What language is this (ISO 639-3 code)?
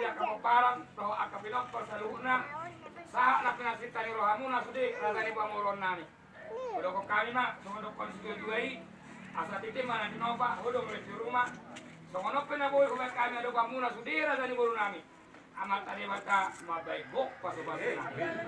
bbc